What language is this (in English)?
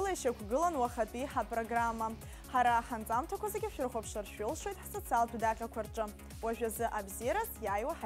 Abkhazian